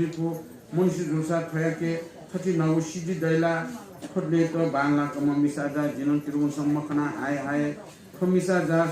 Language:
Newari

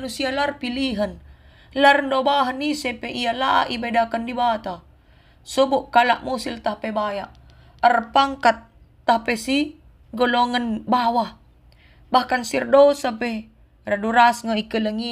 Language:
Batak Karo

